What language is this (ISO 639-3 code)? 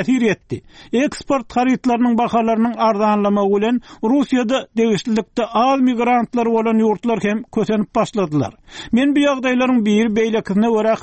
tuk